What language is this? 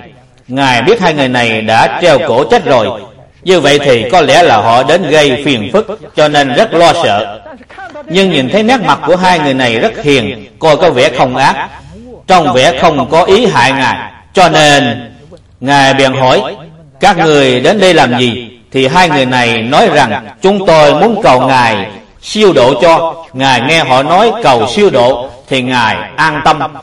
Vietnamese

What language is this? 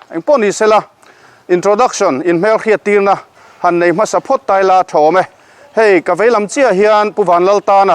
Mizo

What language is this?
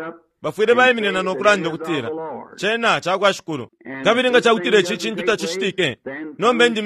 Bemba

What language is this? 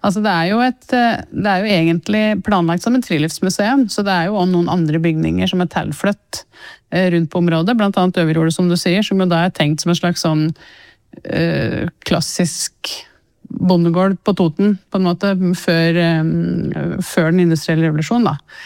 Norwegian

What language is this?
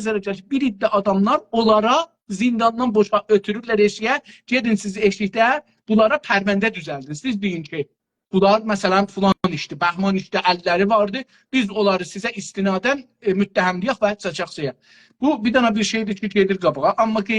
South Azerbaijani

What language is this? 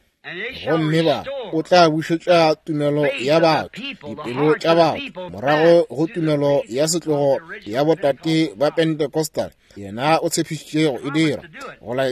Northern Sotho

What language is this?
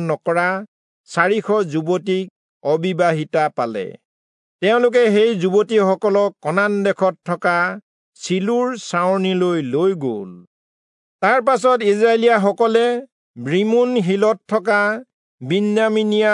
Assamese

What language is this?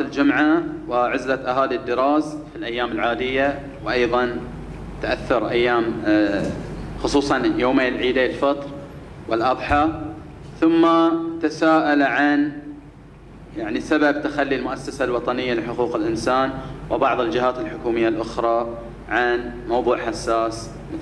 Arabic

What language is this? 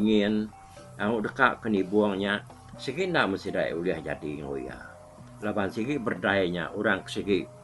Iban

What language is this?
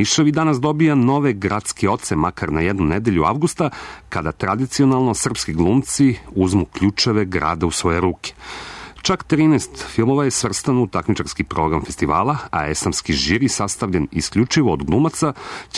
Serbian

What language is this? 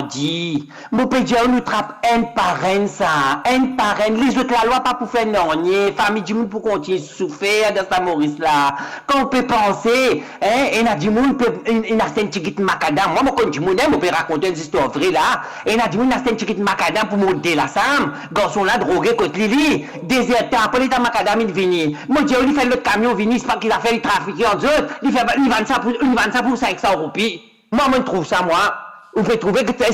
Morisyen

